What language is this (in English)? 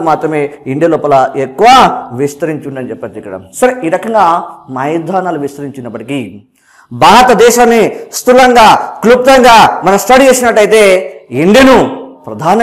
Telugu